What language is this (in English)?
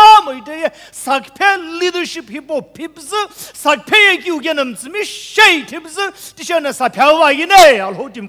Sumi Naga